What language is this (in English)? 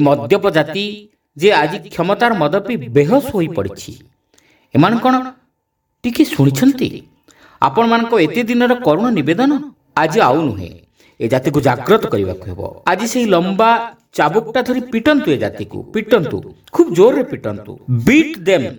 Odia